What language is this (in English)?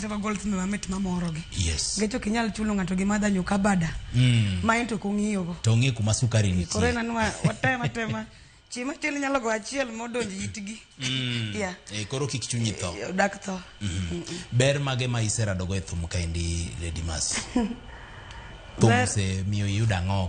Luo (Kenya and Tanzania)